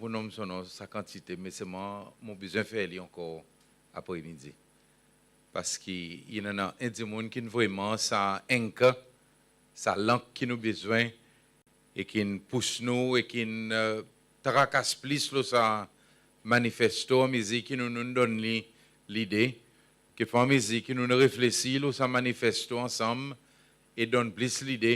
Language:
Seselwa Creole French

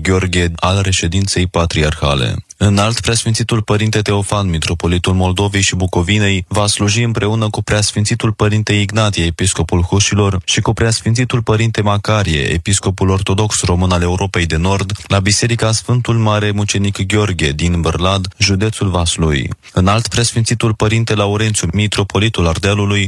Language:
Romanian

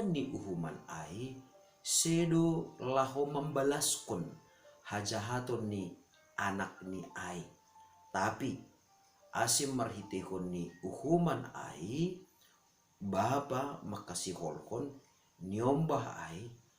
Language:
Batak Simalungun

